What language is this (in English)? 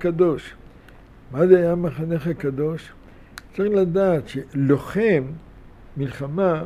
Hebrew